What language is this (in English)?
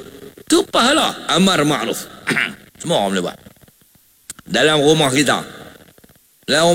Malay